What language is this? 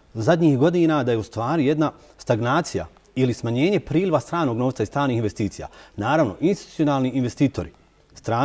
Bosnian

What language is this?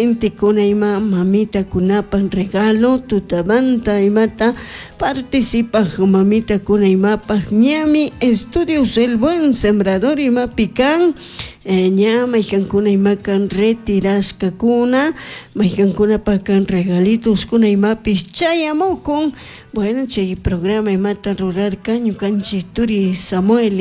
Chimborazo Highland Quichua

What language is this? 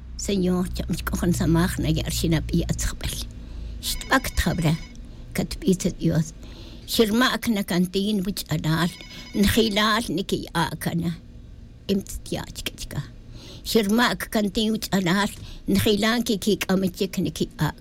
Tz'utujil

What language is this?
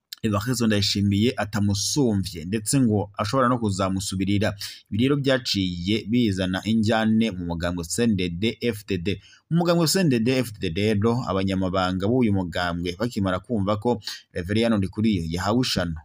Rundi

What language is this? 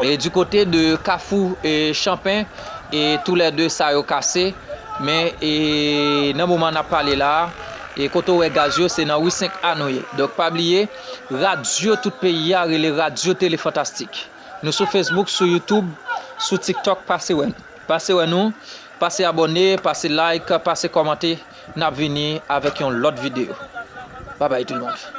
Haitian Creole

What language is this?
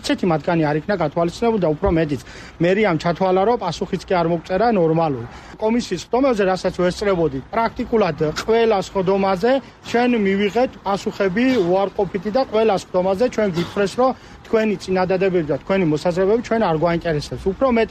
Georgian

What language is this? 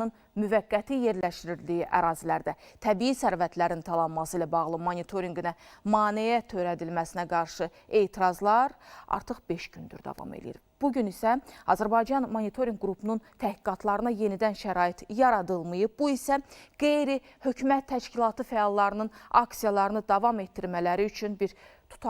Azerbaijani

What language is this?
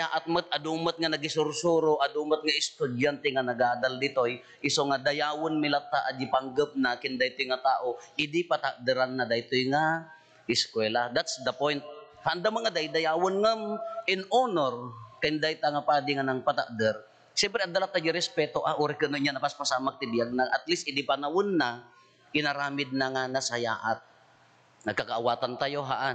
Iloko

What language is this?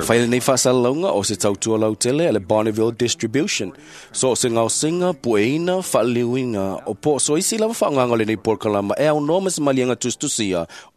Samoan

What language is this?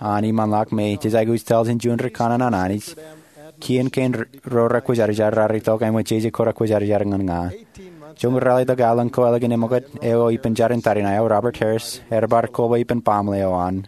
Marshallese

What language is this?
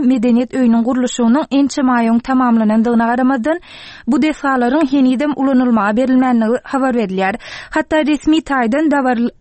Turkmen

